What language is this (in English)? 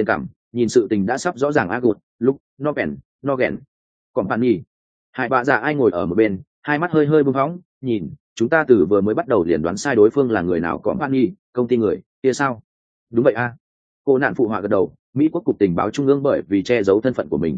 Vietnamese